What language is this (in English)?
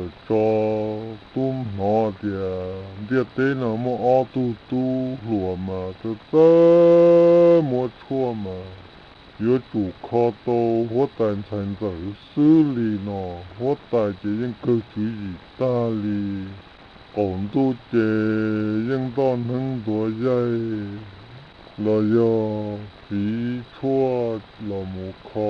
Hmong